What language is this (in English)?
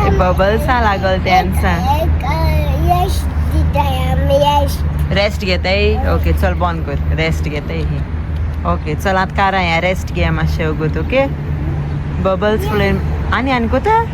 Konkani